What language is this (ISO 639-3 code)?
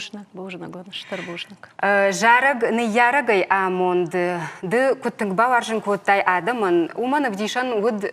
oss